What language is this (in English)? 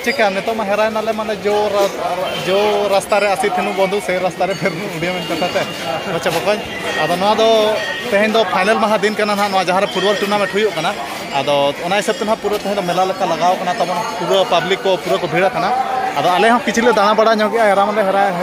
Santali